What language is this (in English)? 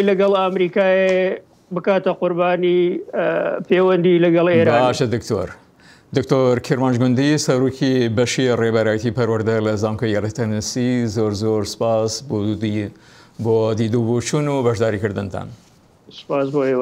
Central Kurdish